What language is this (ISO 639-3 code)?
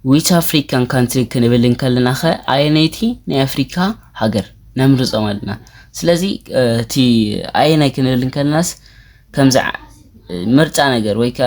tir